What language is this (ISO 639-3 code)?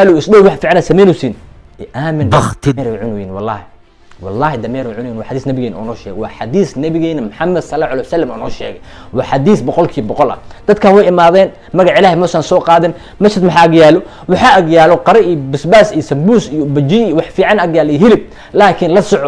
som